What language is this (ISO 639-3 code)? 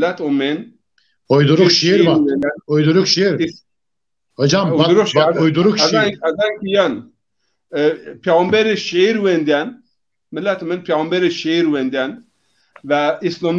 zza